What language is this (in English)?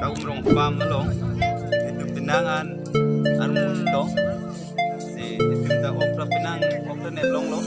Karbi